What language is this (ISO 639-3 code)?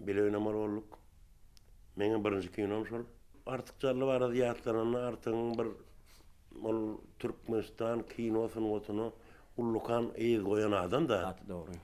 tuk